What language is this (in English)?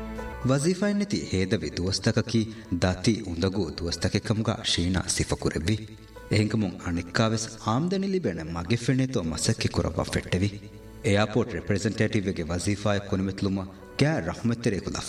Divehi